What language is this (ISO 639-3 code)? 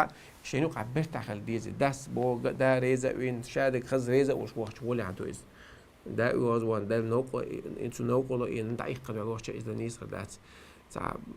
che